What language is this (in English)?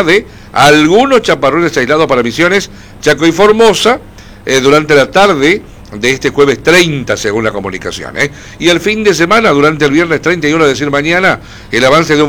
Spanish